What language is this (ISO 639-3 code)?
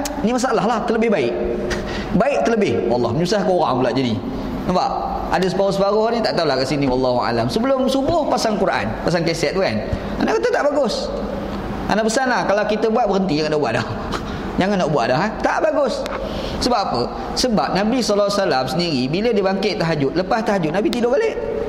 msa